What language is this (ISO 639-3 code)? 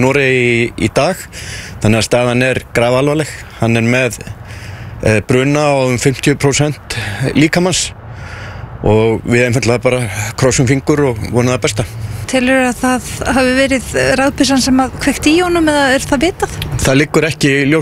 isl